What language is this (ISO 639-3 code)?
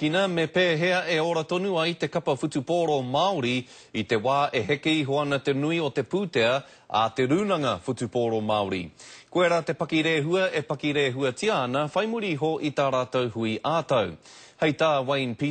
mri